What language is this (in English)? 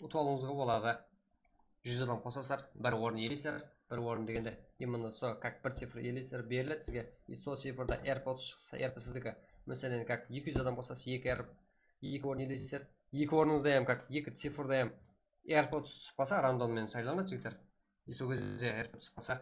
Kara-Kalpak